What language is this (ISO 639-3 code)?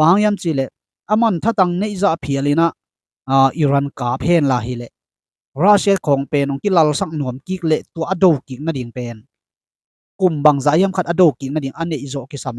ctd